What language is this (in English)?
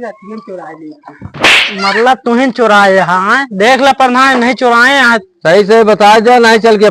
Awadhi